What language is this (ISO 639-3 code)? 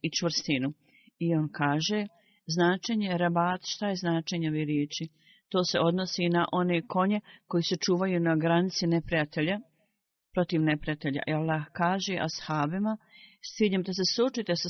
bos